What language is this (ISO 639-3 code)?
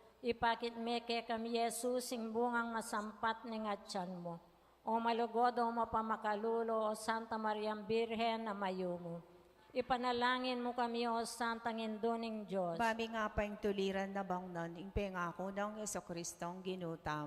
pam